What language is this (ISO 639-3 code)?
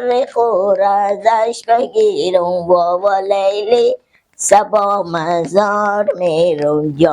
fas